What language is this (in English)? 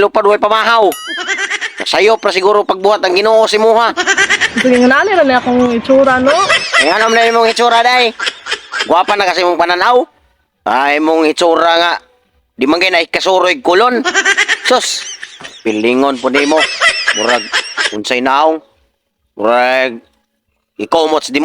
Cebuano